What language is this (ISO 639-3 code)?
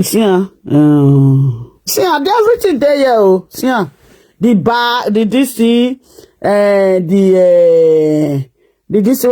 pcm